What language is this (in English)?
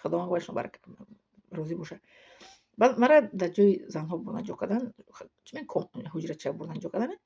Tajik